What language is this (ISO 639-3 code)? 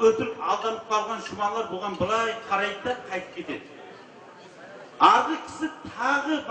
kaz